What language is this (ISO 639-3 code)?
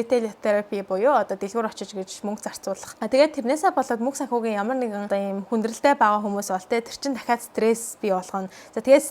mon